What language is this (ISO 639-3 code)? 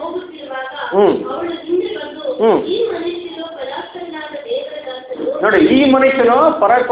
kan